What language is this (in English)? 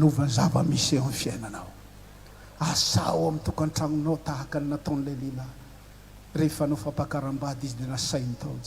Malagasy